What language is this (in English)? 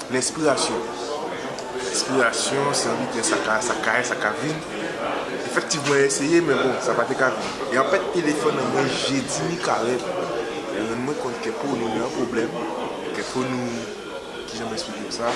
Guadeloupean Creole French